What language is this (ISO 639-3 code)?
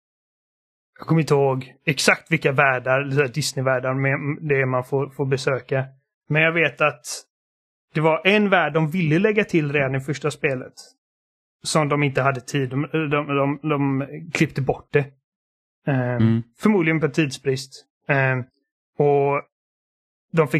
swe